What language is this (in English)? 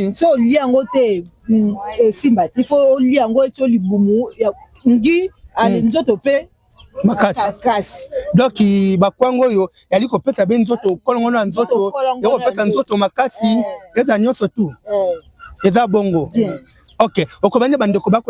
Lingala